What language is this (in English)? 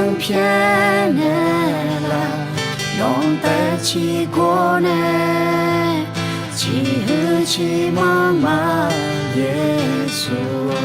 Akha